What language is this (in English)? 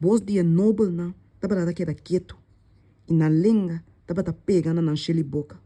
Papiamento